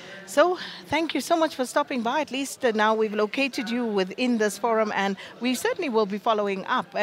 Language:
English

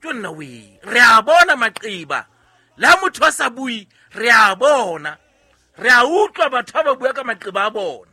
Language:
Southern Sotho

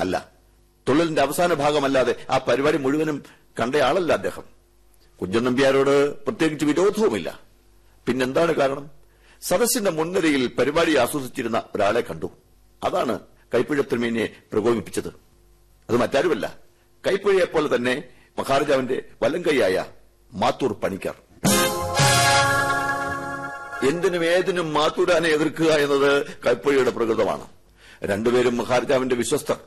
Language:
Malayalam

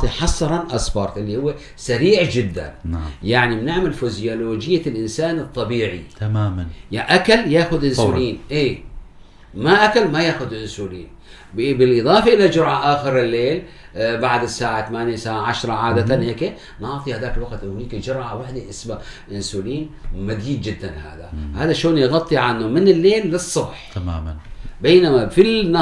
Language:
North Levantine Arabic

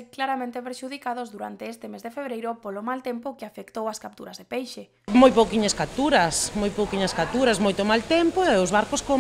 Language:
Galician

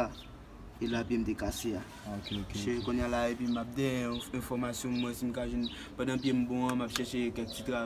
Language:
Haitian Creole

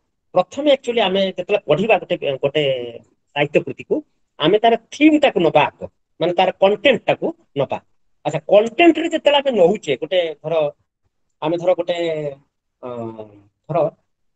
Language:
Odia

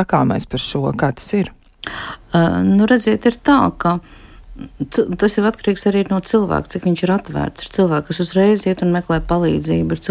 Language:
Latvian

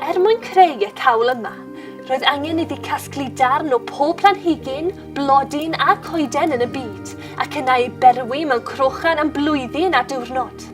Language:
Welsh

